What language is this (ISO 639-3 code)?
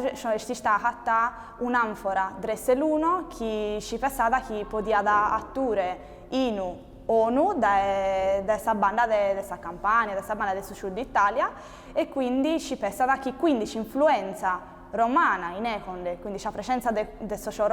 srd